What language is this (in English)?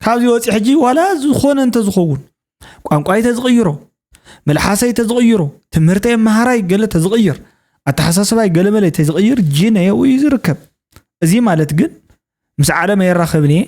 Tigrinya